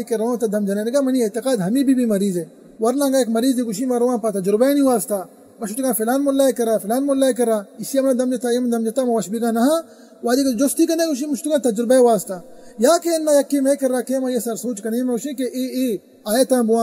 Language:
Baluchi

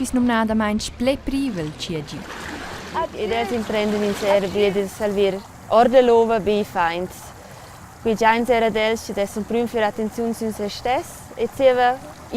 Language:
Romansh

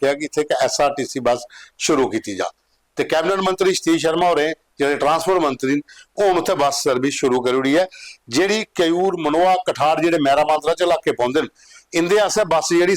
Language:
Dogri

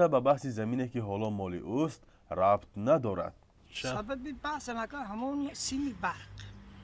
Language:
Tajik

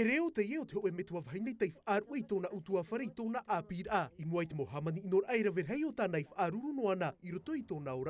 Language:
Tahitian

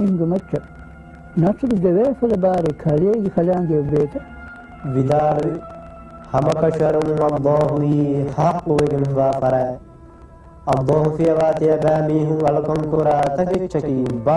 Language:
Divehi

